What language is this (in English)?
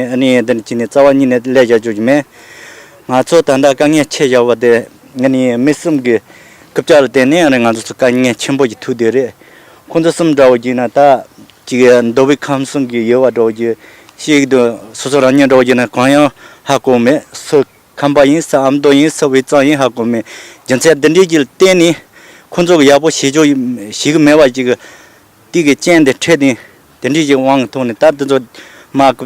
Tibetan